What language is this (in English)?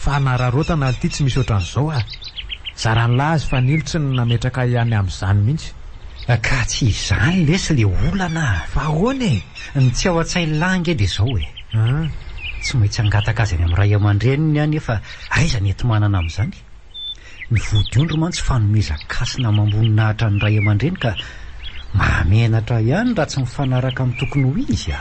Malagasy